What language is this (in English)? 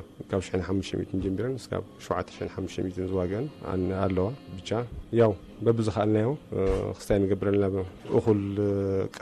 Tigrinya